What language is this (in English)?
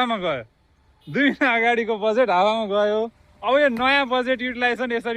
Nepali